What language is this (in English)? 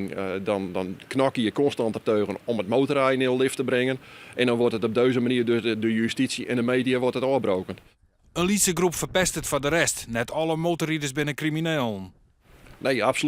Western Frisian